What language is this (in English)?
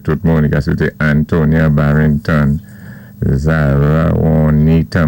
Saint Lucian Creole French